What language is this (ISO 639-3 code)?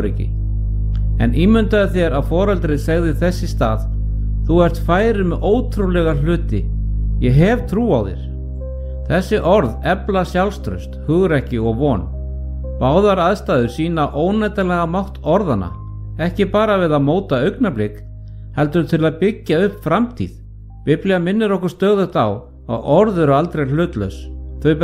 isl